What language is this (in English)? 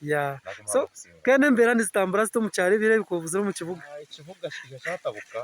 Nyankole